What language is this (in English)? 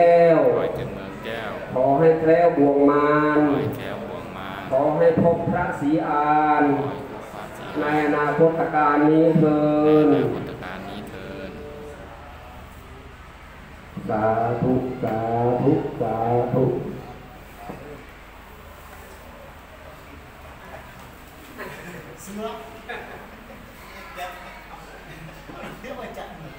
Thai